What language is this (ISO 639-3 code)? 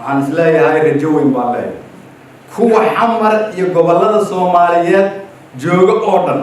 som